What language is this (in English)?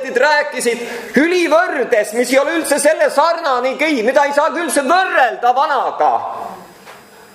Estonian